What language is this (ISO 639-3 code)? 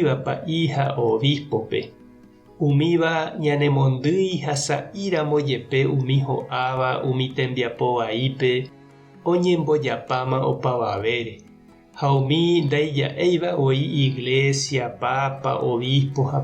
grn